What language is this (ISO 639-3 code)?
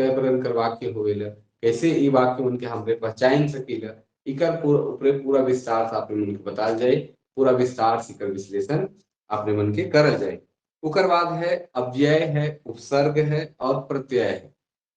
sck